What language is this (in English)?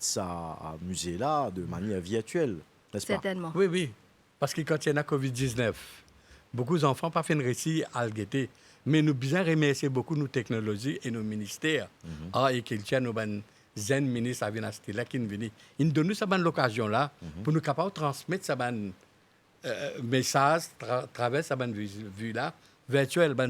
Morisyen